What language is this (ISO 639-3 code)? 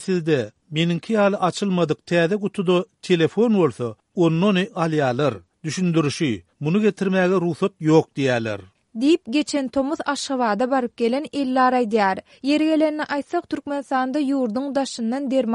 tuk